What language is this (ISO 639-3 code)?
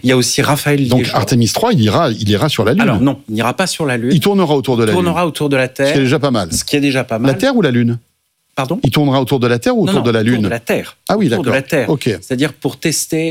fra